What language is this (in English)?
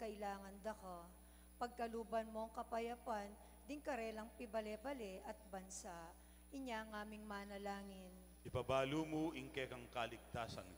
Pampanga